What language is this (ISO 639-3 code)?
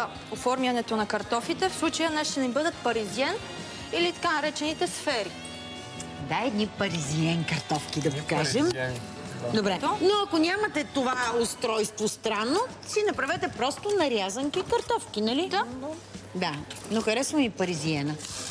bul